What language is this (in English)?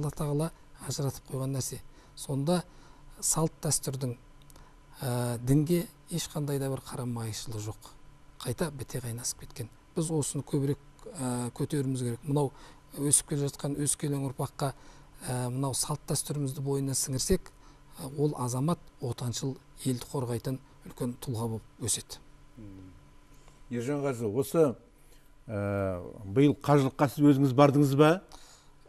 Kazakh